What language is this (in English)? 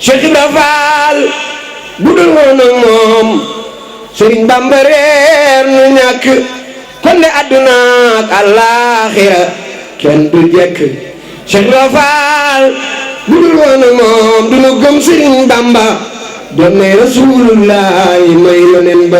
Wolof